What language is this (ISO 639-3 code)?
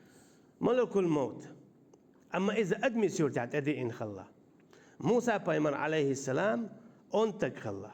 che